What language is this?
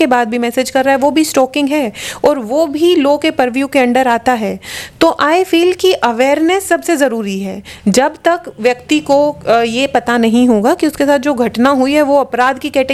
Hindi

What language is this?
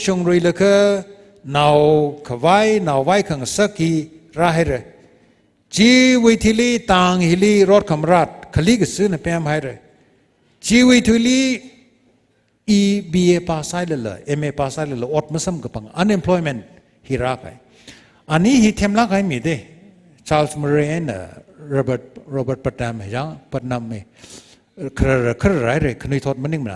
Tangkhul Naga (India)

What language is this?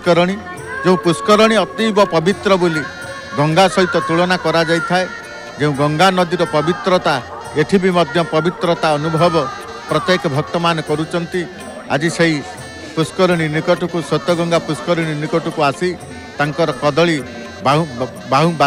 Odia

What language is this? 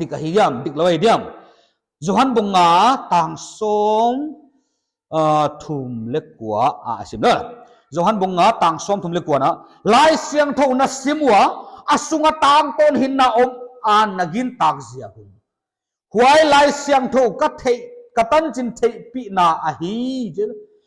Paite Chin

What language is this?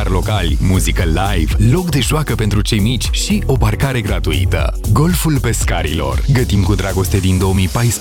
Romanian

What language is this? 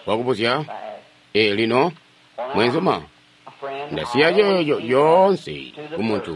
Tonga (Zambia)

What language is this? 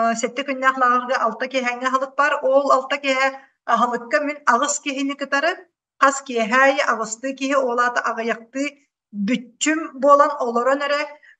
Yakut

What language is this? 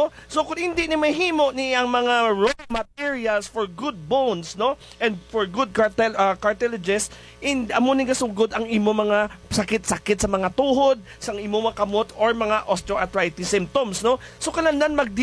Hiligaynon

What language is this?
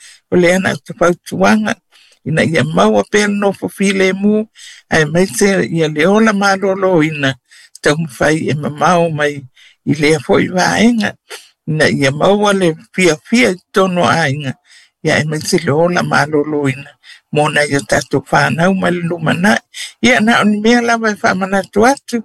Samoan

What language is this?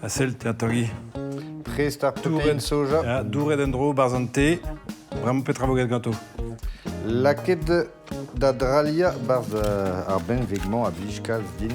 Breton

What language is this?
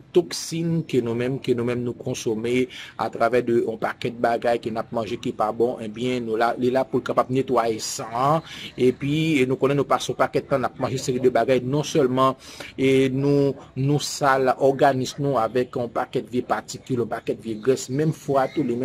Haitian Creole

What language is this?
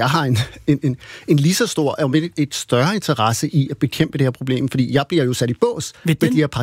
Danish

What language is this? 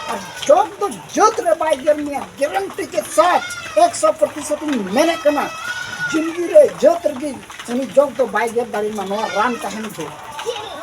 Santali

